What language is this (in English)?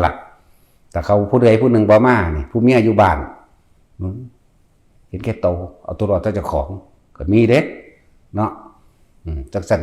Northeastern Thai